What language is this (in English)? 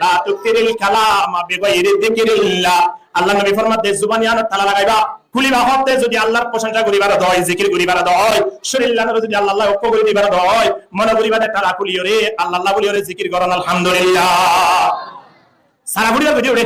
Rohingya